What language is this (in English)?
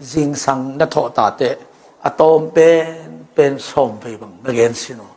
Tedim Chin